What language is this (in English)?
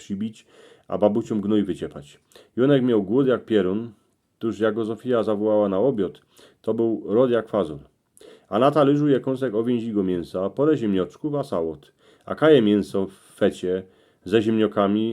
Silesian